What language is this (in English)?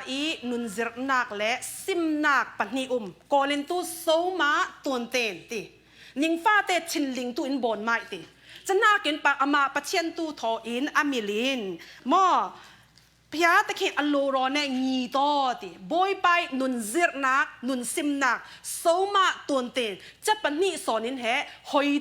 Falam Chin